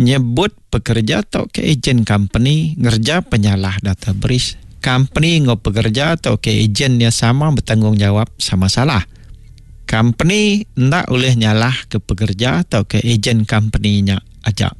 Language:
Iban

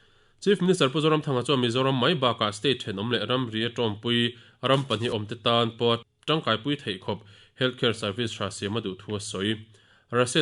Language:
Mizo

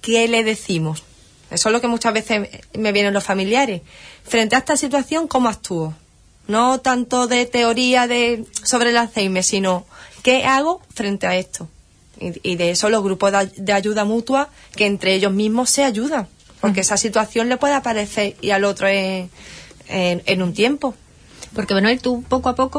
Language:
Spanish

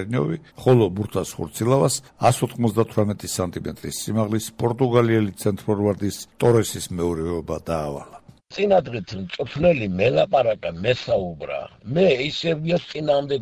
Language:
Georgian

